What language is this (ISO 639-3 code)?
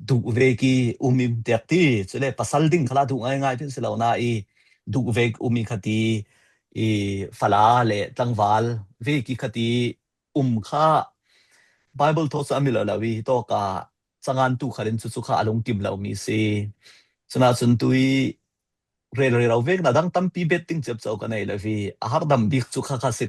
cfm